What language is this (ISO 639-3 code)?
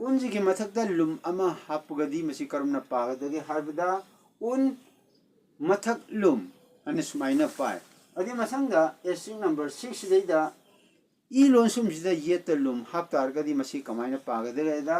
mni